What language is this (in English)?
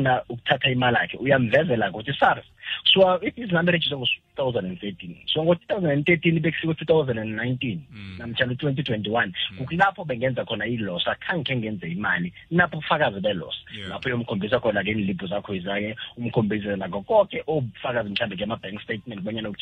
South Ndebele